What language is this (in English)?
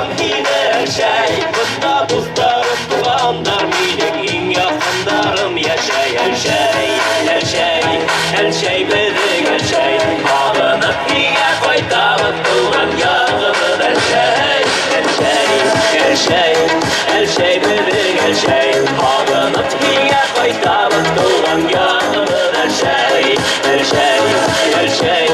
Bashkir